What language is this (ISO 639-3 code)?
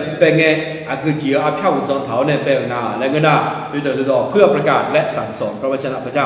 ahk